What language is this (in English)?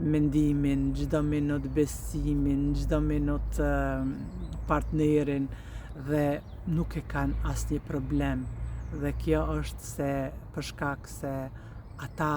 Albanian